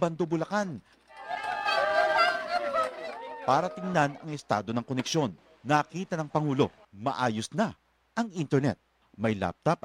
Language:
Filipino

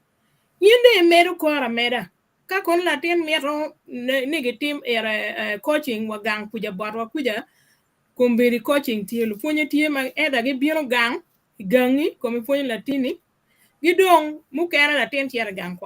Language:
Acoli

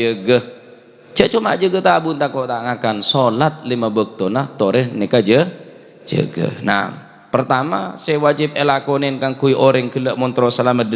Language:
Madurese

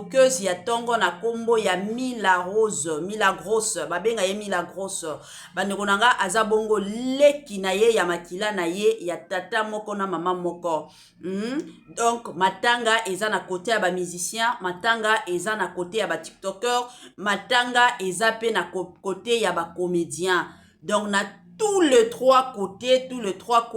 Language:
Lingala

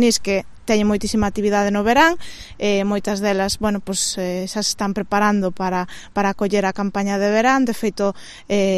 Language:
Galician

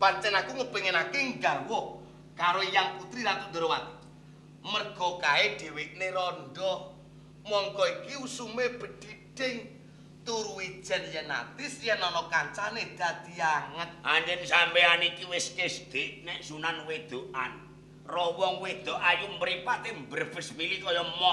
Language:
Javanese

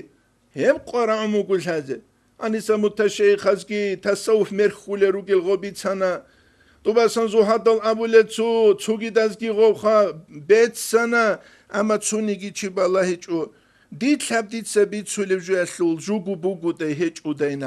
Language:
Avaric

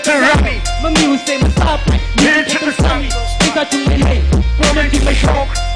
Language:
Tangkhul Naga (India)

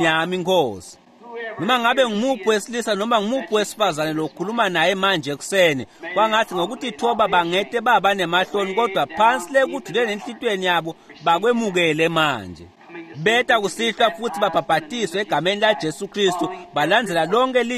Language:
Swati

